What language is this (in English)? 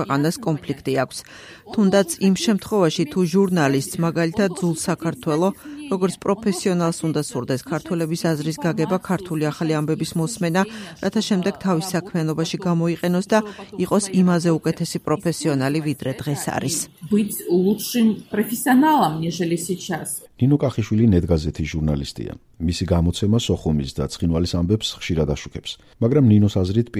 Georgian